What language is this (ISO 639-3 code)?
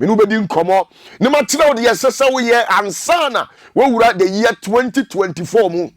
aka